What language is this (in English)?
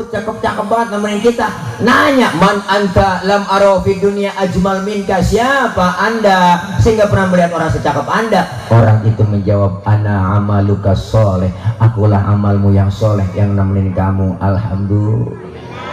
Betawi